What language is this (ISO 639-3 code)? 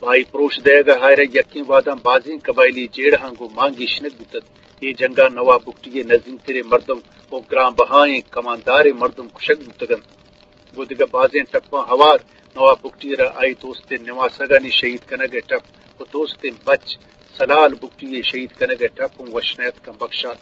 bgp